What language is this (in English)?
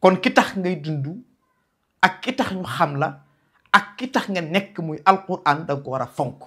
Wolof